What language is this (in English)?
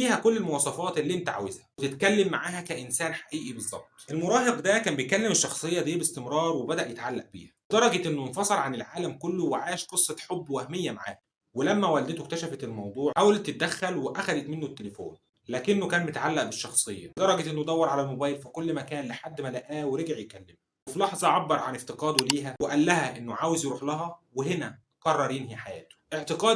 Egyptian Arabic